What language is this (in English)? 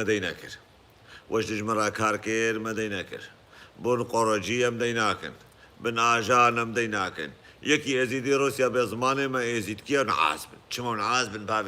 Kurdish